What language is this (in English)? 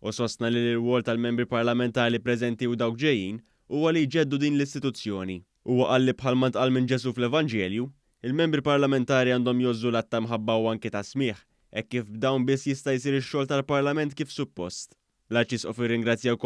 Maltese